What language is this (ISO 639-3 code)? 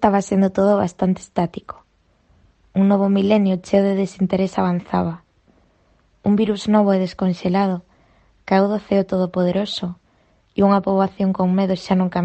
glg